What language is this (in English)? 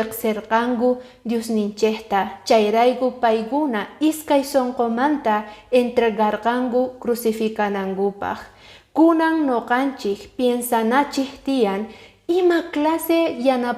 Quechua